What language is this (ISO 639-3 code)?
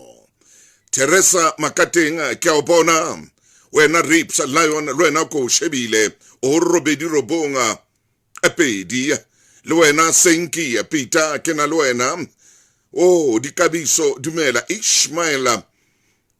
sot